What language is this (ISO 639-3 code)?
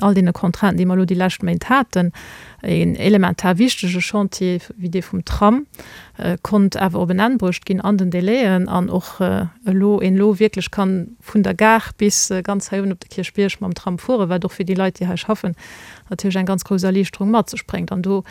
ltz